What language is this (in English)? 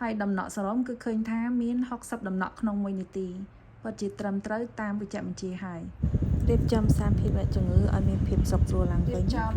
Khmer